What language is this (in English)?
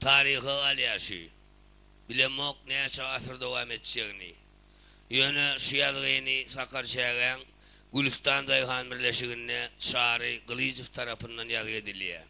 Turkmen